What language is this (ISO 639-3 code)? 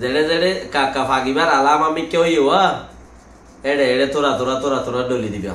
rhg